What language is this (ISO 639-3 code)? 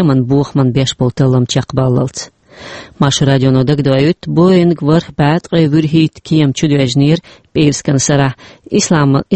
che